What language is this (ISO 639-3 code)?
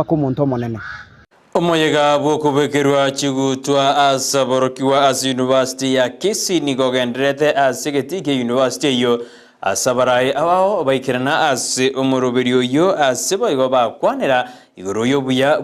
guz